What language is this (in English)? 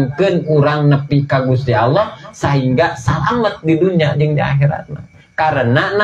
Sundanese